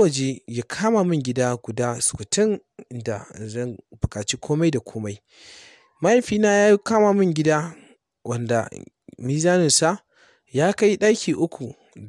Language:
Hausa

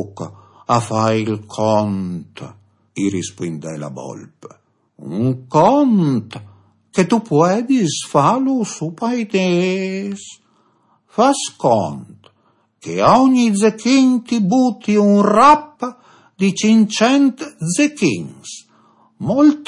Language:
Friulian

